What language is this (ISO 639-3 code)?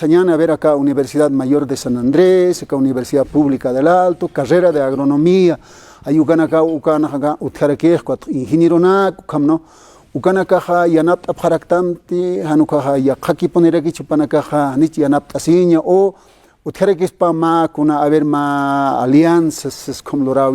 aym